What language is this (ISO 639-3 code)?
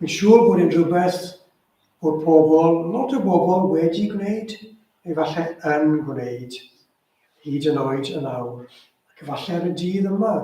cym